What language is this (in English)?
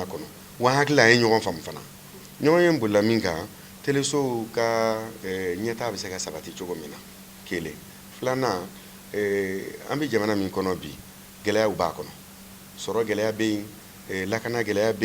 Bambara